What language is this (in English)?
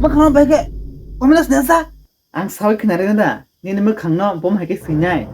Kok Borok